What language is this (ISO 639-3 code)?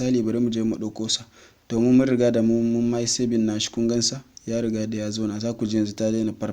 hau